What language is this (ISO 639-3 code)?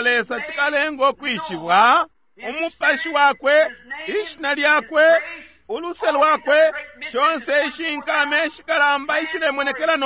bem